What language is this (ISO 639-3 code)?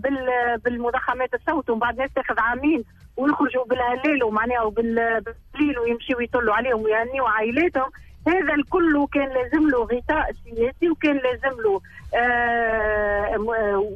aeb